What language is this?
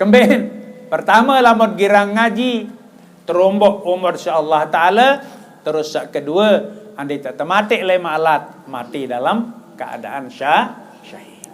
Sasak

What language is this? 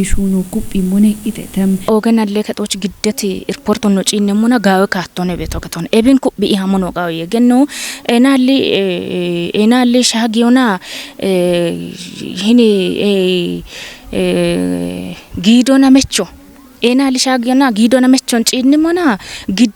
Kafa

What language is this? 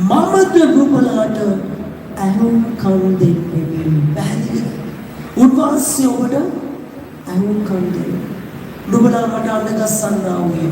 Sinhala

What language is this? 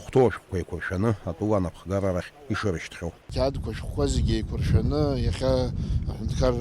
Abkhazian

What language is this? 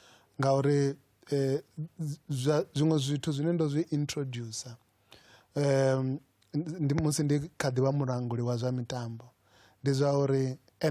Venda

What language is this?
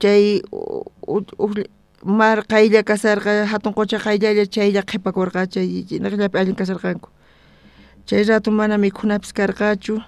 South Bolivian Quechua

